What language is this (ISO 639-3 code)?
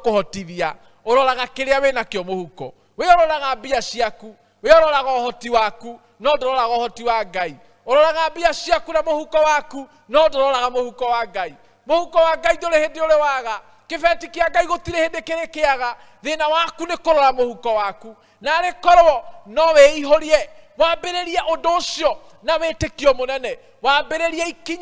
kik